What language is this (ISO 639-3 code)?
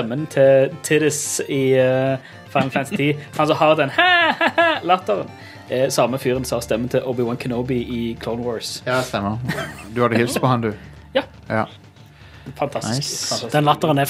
nor